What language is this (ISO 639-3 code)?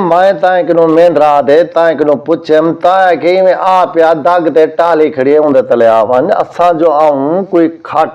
skr